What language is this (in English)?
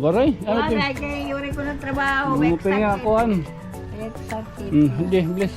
Waray